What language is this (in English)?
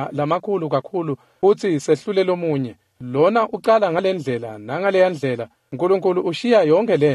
Swati